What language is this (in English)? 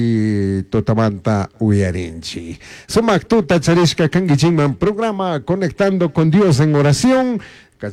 Chimborazo Highland Quichua